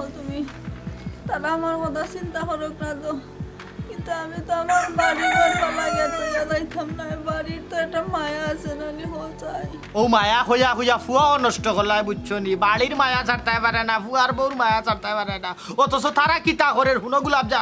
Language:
Sylheti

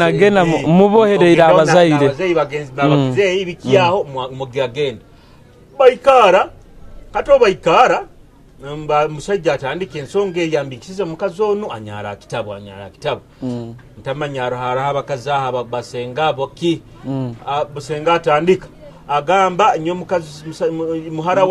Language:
Nyoro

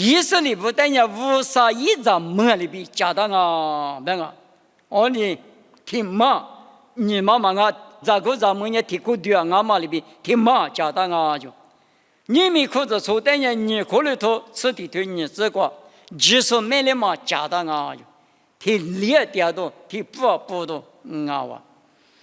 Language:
Lisu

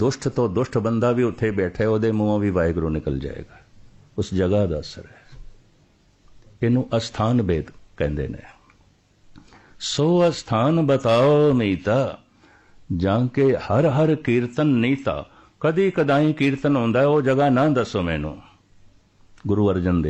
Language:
Punjabi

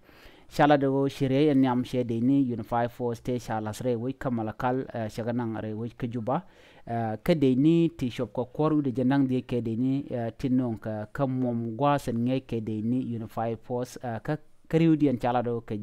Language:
Nuer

